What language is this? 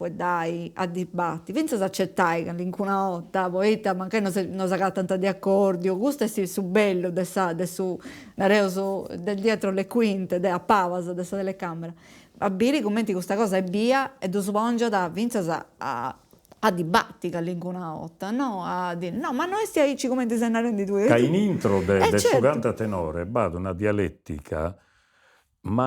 Sardinian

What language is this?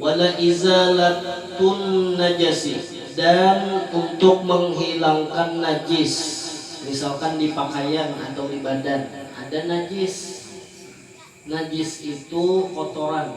Banjar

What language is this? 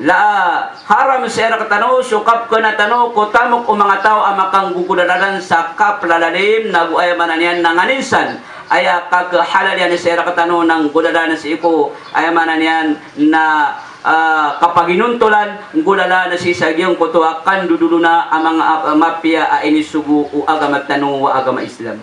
Maranao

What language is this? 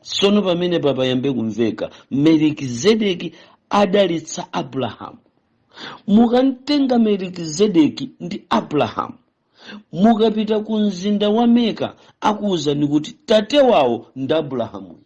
Nyanja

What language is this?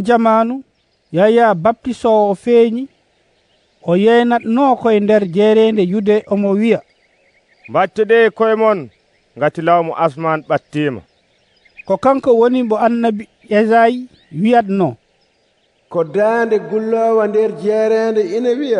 Fula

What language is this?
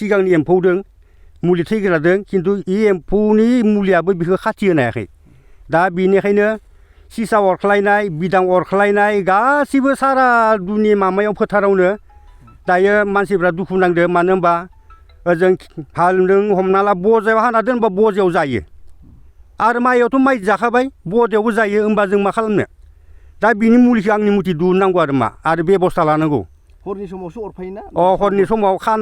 Bodo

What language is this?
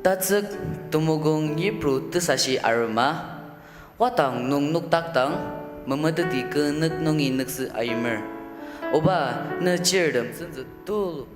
Ao Naga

